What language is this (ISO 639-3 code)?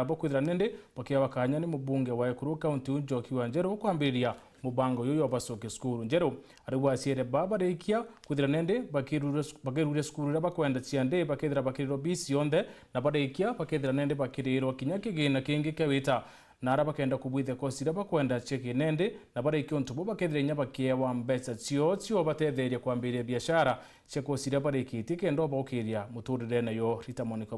mer